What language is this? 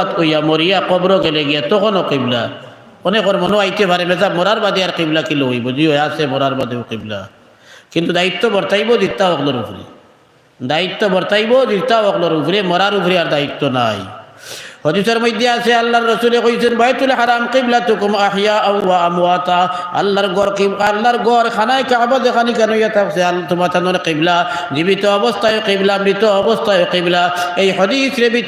Sylheti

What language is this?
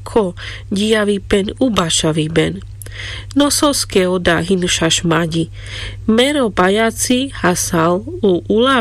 Carpathian Romani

